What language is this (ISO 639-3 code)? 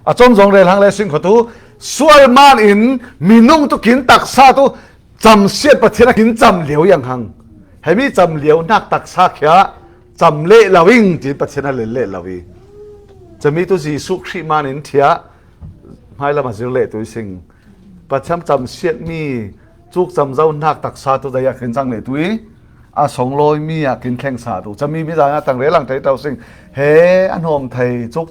cfm